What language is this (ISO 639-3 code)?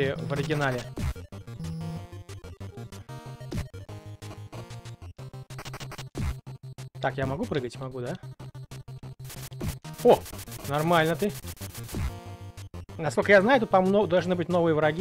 rus